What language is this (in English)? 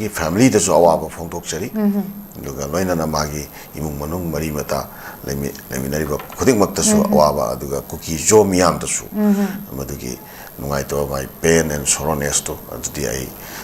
Manipuri